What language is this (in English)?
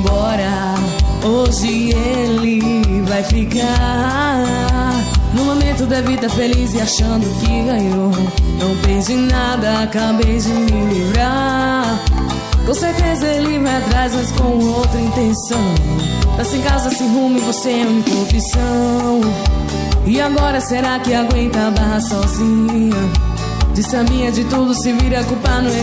Portuguese